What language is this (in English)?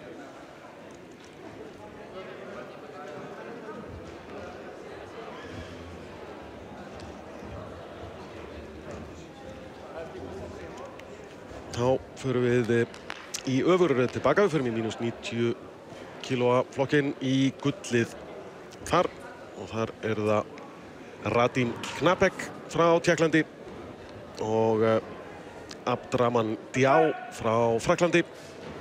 Icelandic